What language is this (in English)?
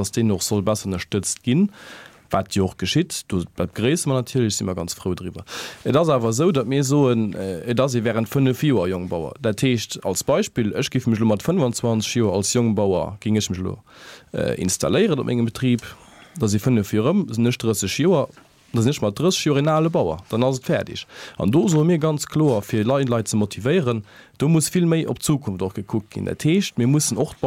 Luxembourgish